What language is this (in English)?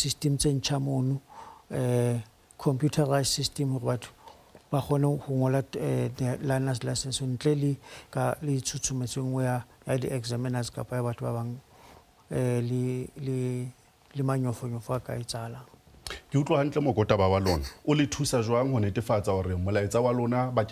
Southern Sotho